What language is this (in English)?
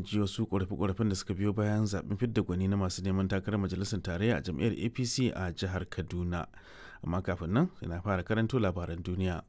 Hausa